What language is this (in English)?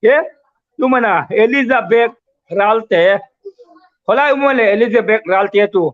Hmar